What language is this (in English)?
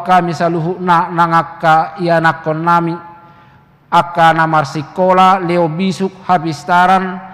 Batak Toba